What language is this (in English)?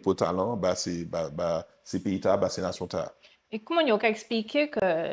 Guadeloupean Creole French